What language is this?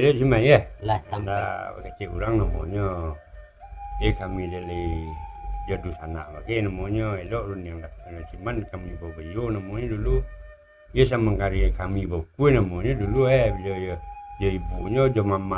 Minangkabau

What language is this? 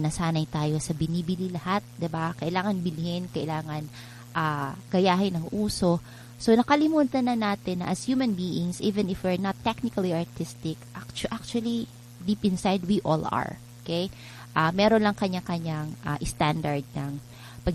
Filipino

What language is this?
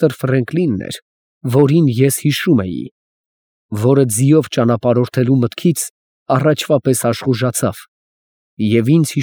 Armenian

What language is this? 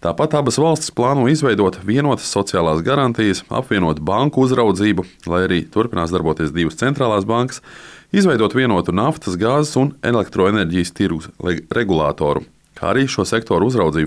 Latvian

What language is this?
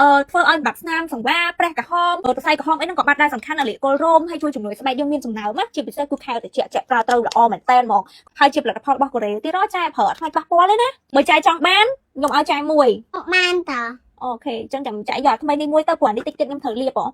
Khmer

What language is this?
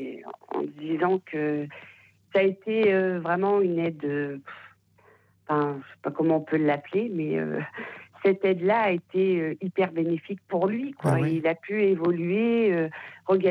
French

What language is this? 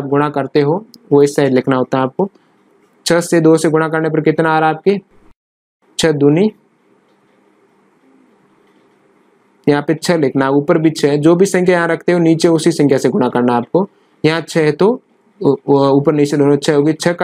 Hindi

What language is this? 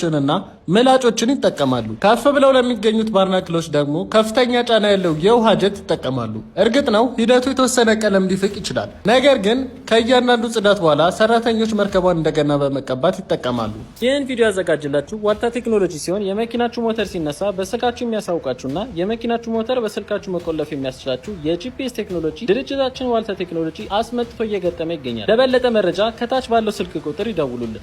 Amharic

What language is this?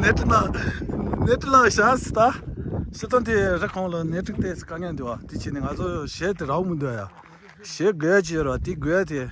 Tibetan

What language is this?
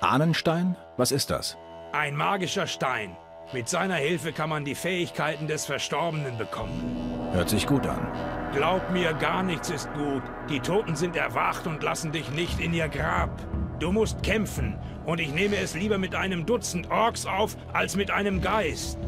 Bavarian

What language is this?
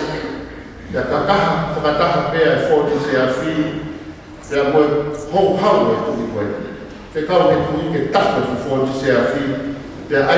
Tongan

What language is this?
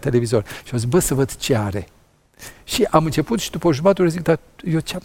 Romanian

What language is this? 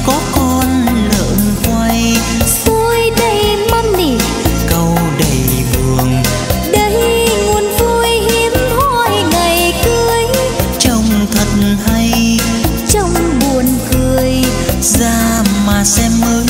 Vietnamese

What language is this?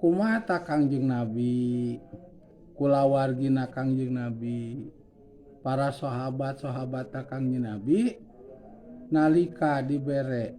Sundanese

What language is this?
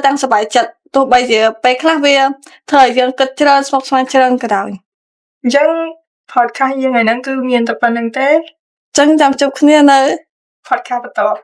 Khmer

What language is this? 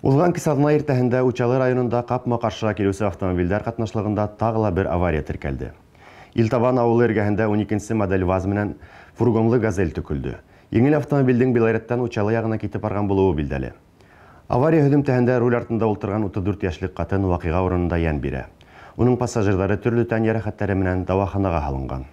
Bashkir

